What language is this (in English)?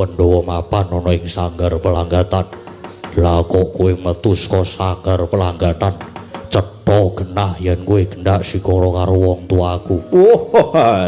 Javanese